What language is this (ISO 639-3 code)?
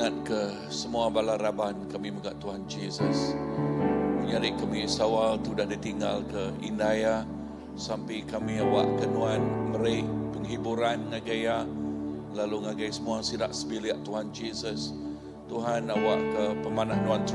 iba